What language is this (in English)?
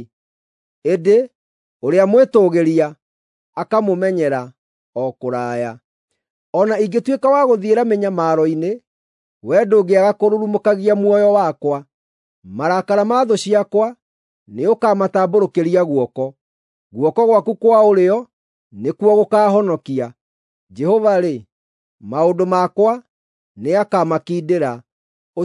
Kikuyu